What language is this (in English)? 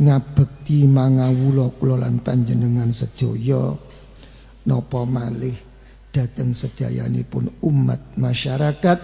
Javanese